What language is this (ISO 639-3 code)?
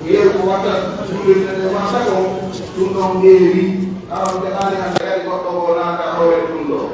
fuf